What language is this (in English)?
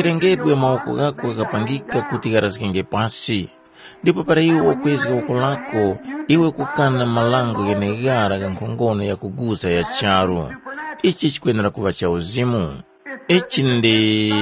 Tumbuka